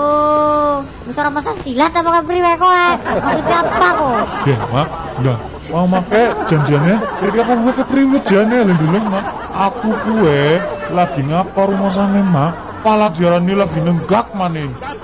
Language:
Javanese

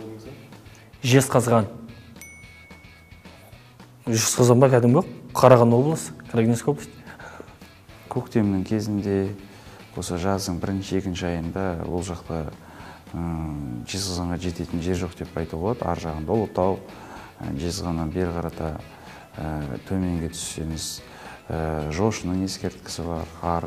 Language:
Kazakh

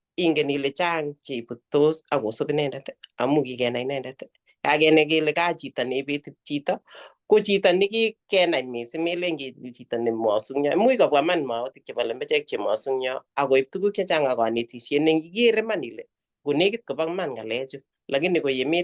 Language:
Kalenjin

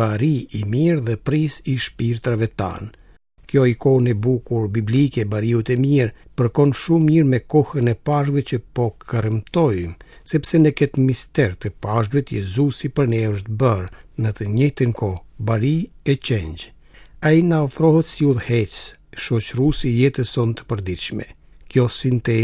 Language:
Albanian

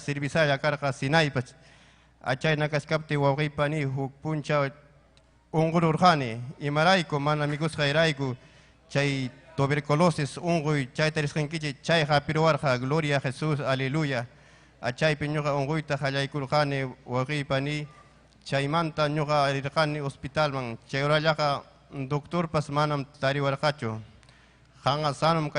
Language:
Ayacucho Quechua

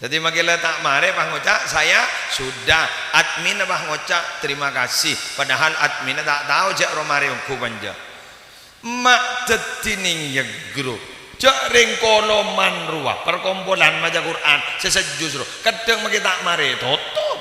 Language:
Madurese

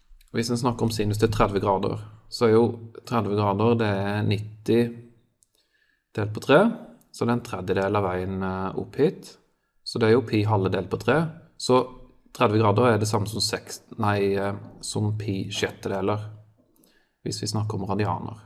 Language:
Norwegian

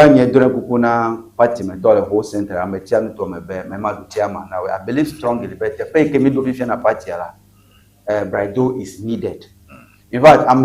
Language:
Ewe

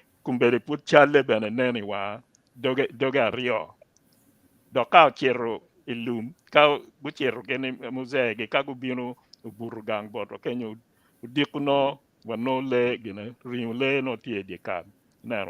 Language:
Acoli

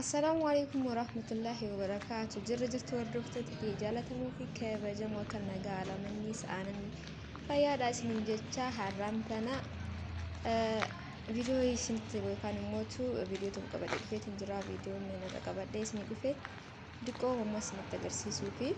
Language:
Oromo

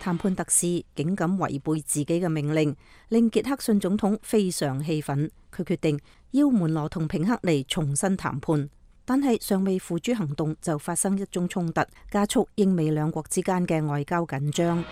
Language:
Cantonese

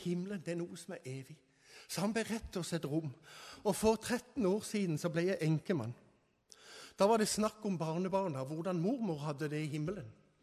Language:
Norwegian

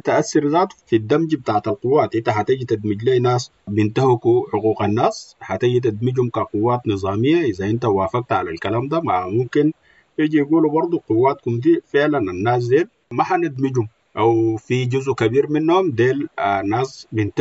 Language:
Sudanese Arabic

